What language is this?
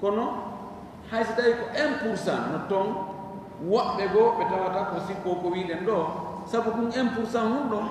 Fula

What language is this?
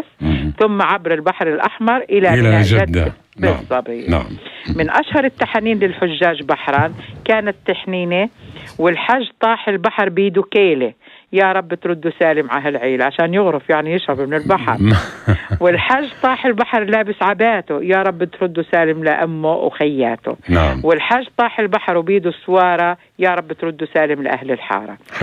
North Levantine Arabic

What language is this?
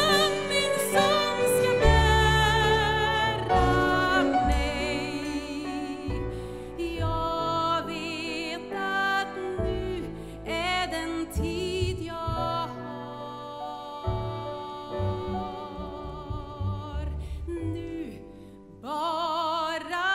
Swedish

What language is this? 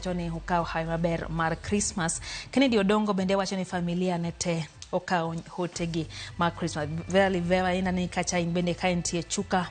Luo (Kenya and Tanzania)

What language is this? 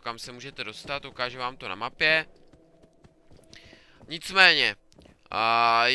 Czech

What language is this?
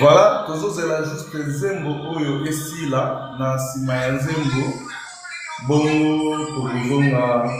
Lingala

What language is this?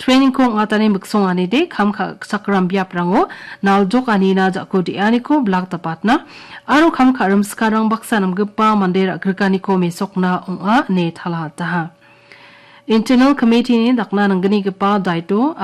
Garo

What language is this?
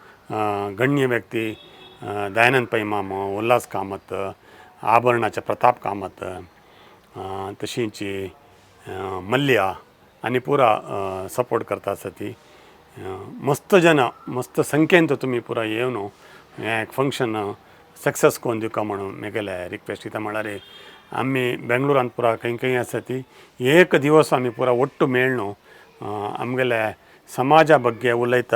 Konkani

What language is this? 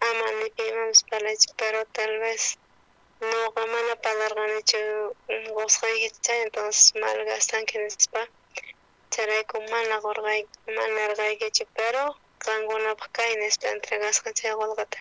South Bolivian Quechua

